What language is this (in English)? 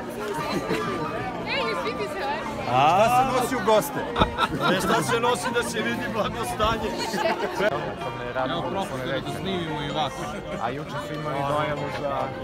Serbian